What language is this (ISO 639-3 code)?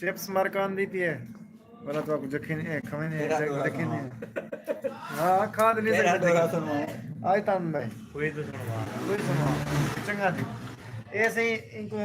skr